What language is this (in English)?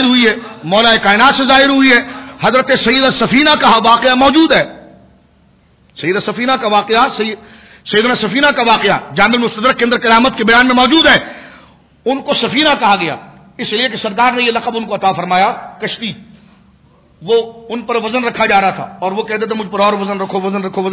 Urdu